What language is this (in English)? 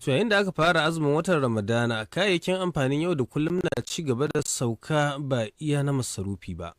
Hausa